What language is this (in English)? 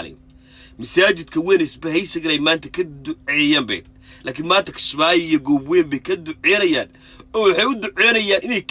Somali